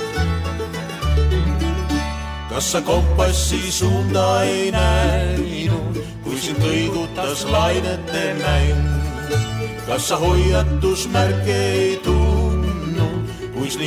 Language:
Estonian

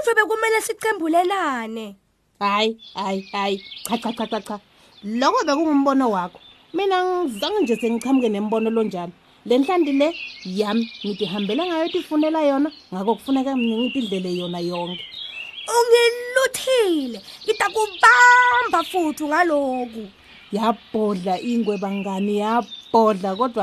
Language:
Swati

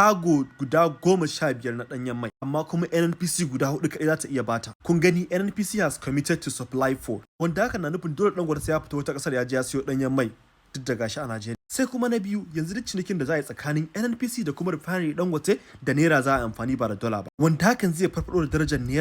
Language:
Hausa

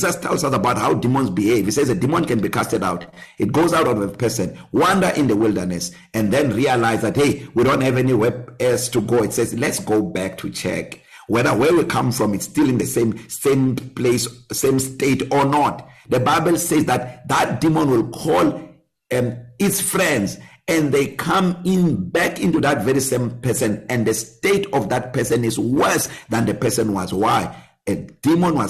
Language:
English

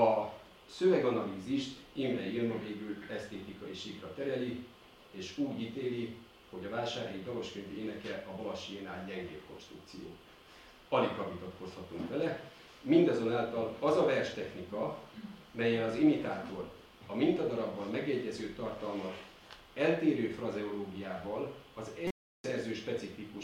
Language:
Hungarian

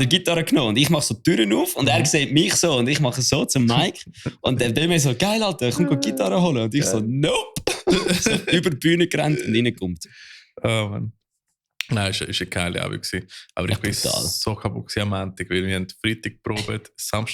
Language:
Swiss German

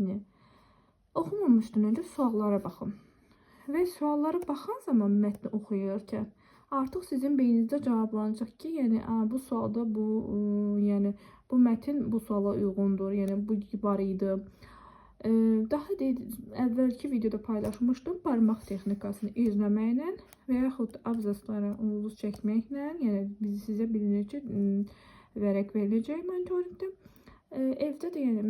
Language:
Azerbaijani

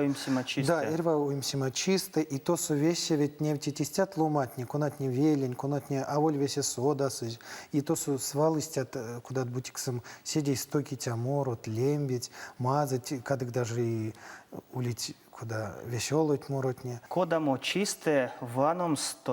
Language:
Erzya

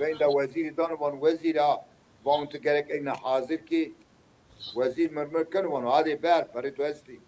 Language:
Zaza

